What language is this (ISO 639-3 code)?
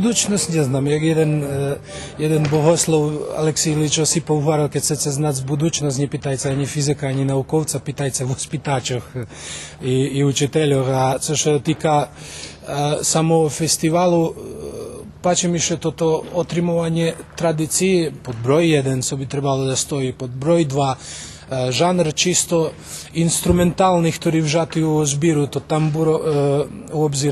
rue